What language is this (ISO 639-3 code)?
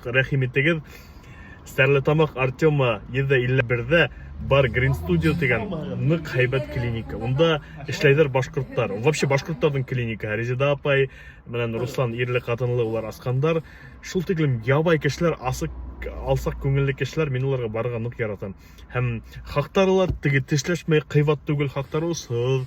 bak